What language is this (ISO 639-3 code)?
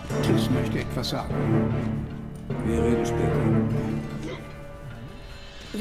deu